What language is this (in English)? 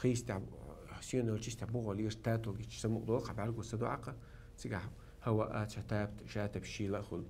Chechen